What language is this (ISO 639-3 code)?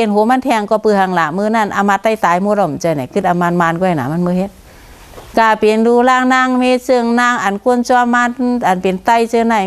shn